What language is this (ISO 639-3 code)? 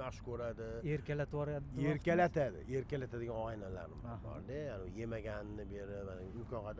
uzb